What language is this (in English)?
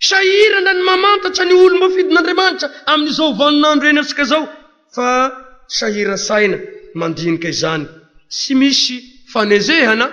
Malagasy